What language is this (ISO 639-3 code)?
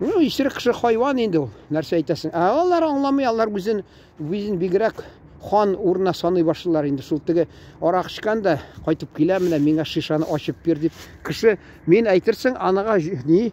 tat